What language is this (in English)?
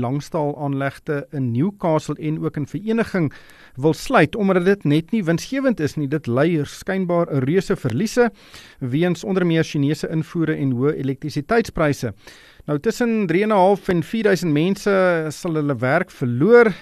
Afrikaans